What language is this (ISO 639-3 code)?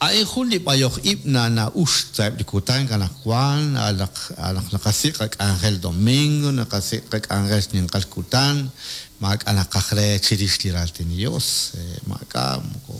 kek